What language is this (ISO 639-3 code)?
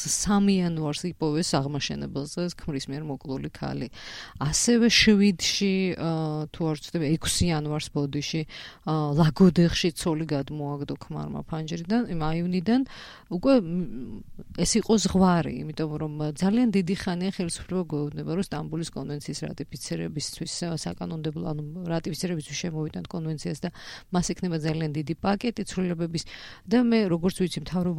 kat